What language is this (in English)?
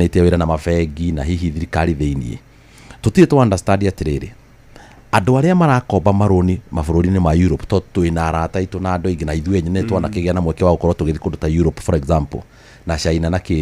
Kikuyu